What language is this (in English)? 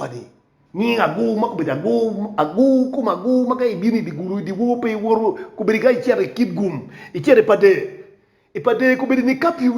Acoli